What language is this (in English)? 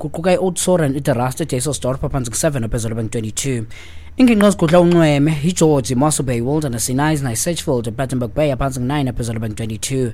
Xhosa